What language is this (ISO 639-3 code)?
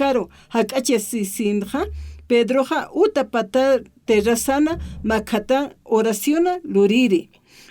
aym